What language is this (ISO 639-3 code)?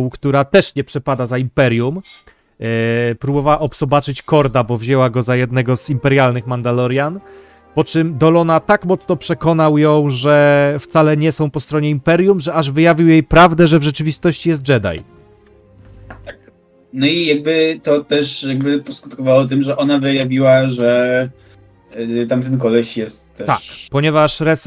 pol